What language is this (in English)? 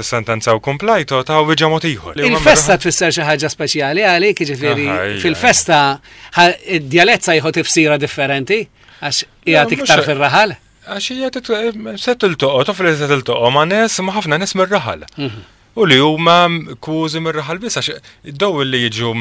Maltese